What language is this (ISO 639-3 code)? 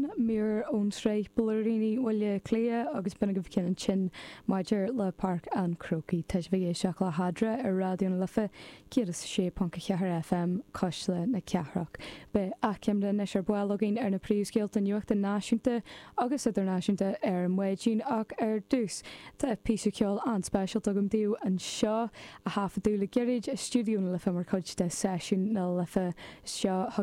gle